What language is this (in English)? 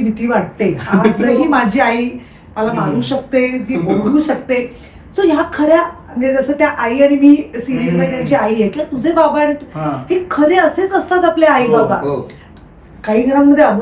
Marathi